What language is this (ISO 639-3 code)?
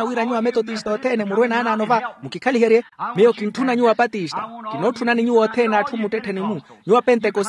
vmw